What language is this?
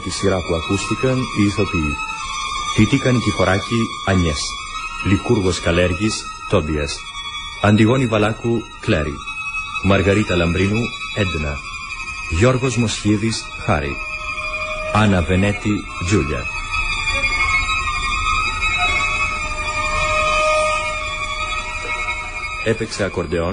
Greek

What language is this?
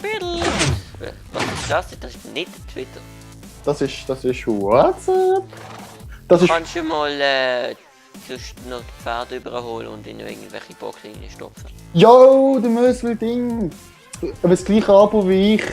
Swiss German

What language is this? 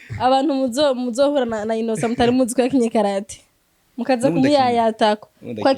Rundi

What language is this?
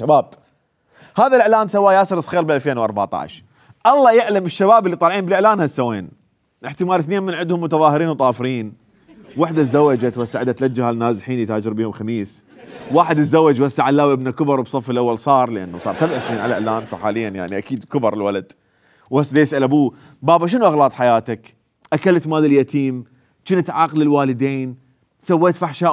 Mesopotamian Arabic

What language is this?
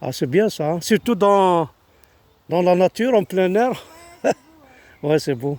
Kabyle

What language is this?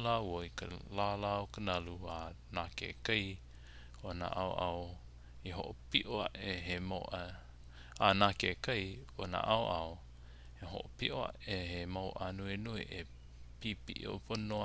Hawaiian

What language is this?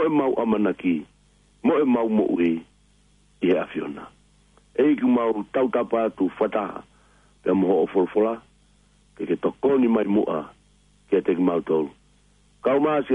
Tongan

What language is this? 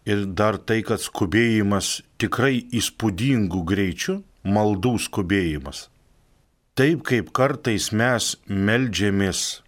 Lithuanian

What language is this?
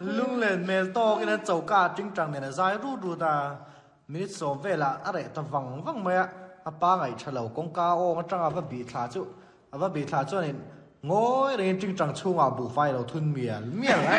Mizo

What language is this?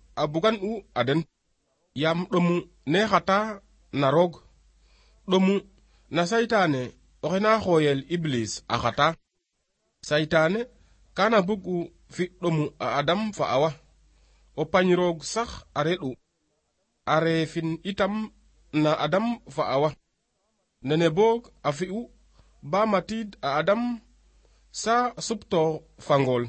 Serer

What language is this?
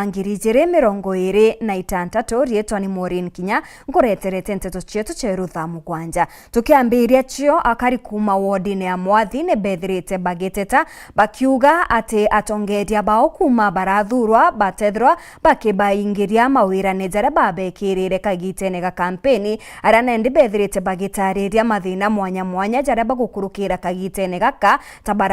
Meru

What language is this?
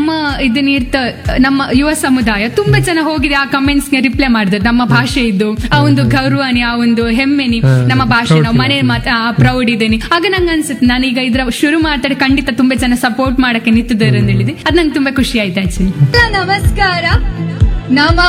Kannada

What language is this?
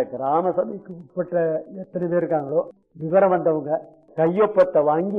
Tamil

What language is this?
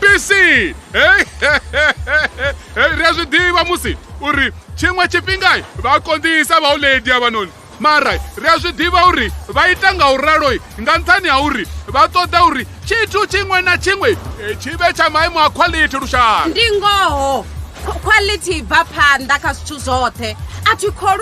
Venda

